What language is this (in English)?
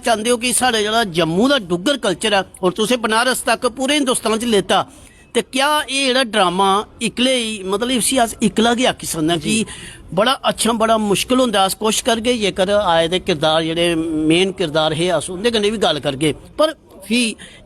Dogri